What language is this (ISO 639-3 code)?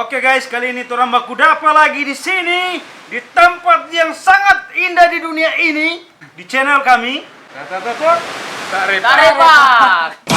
xmm